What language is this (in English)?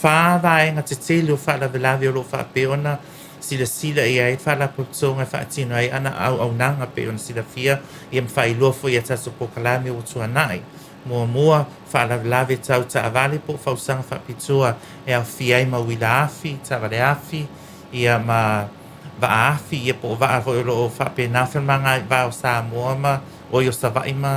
Samoan